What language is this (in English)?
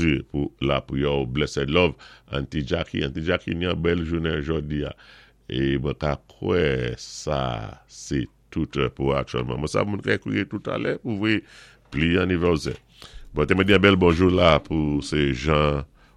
Saint Lucian Creole French